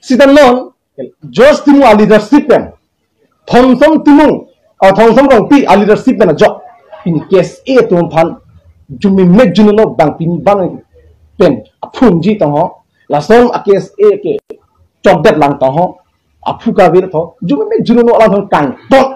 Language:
Karbi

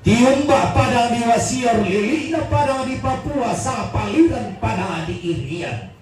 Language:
Toraja-Sa'dan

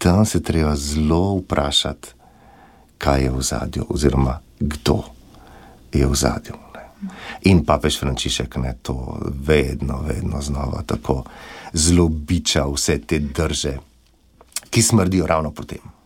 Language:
Slovenian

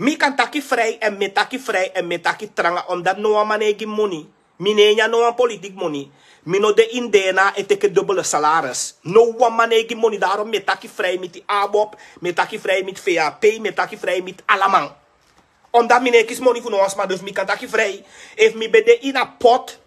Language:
Sranan Tongo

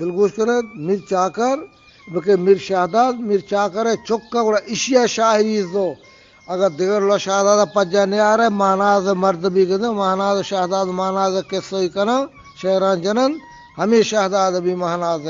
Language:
Eastern Balochi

